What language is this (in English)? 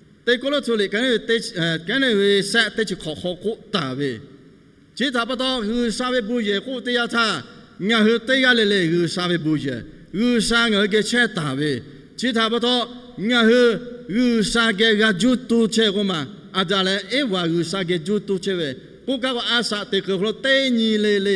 Lahu